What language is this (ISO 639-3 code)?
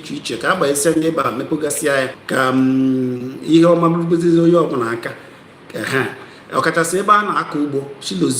ibo